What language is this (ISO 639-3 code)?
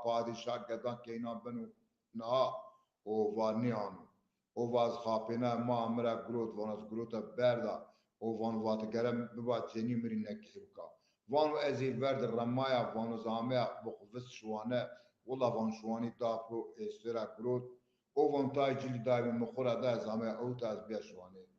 zza